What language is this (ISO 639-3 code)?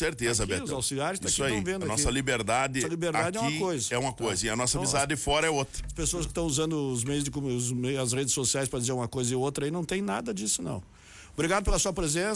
por